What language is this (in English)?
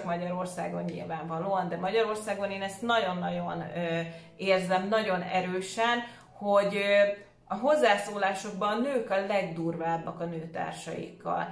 Hungarian